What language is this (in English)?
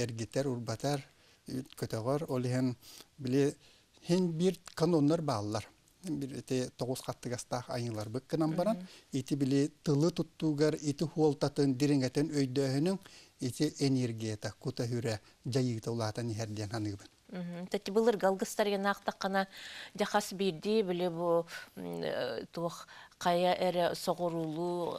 Yakut